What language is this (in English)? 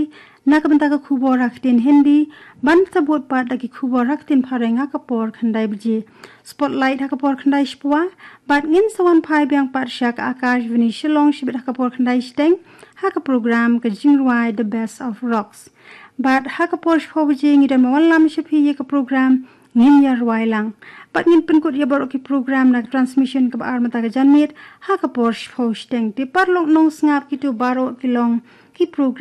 Khasi